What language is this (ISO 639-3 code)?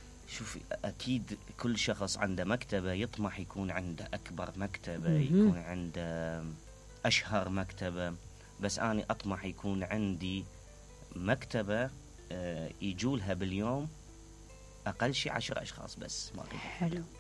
acm